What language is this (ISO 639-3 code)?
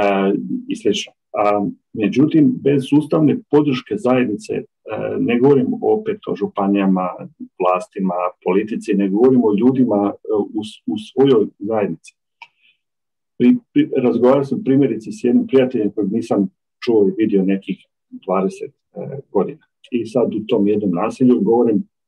hrv